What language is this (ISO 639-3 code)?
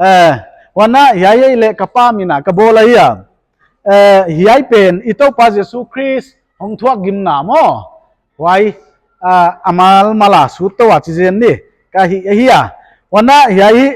pck